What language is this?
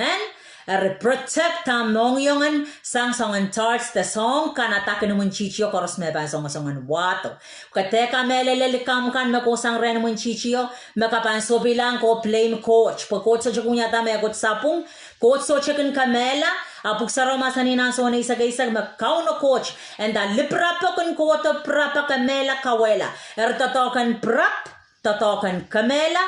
Pohnpeian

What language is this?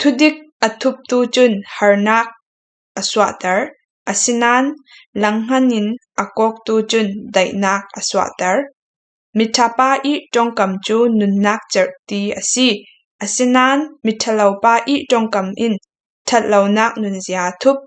Falam Chin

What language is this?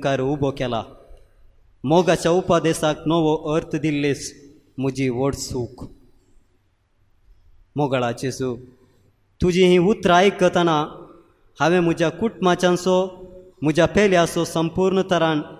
Konkani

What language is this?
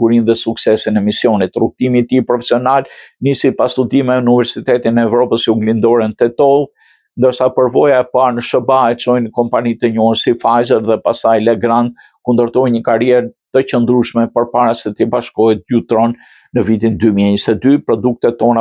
Albanian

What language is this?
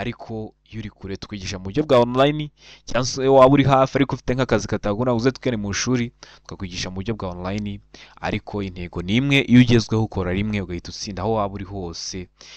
Kinyarwanda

